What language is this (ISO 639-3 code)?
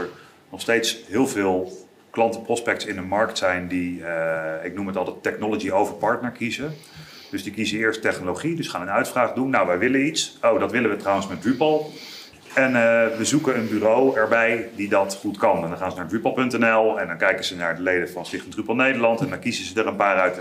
nld